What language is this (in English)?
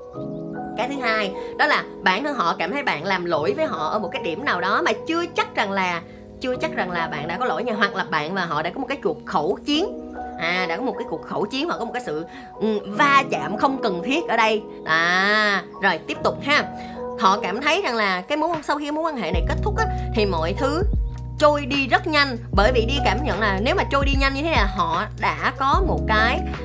Vietnamese